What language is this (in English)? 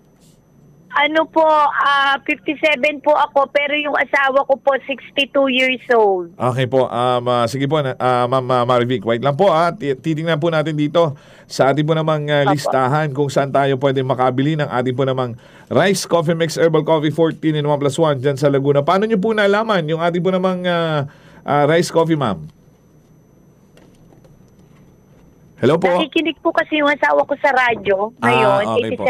Filipino